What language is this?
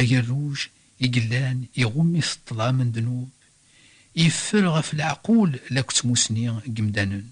Kabyle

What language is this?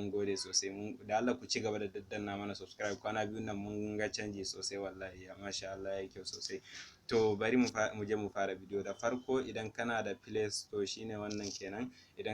Hausa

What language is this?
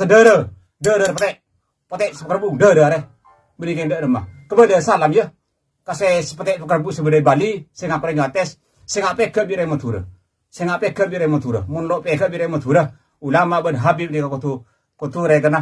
Madurese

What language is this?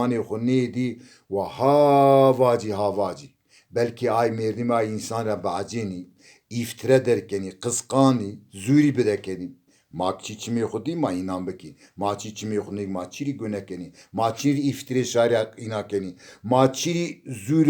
Zaza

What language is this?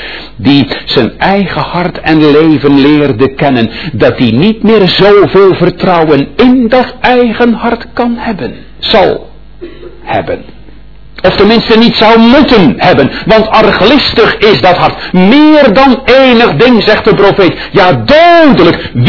Dutch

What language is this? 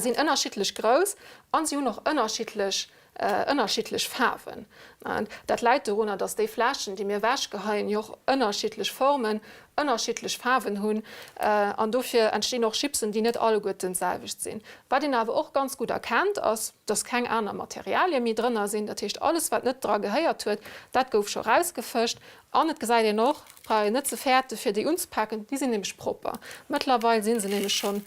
Luxembourgish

